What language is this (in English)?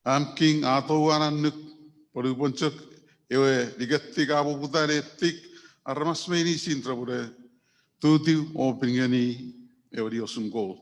Chuukese